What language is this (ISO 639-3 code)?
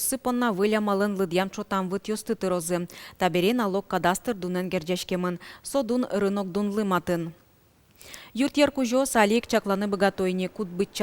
udm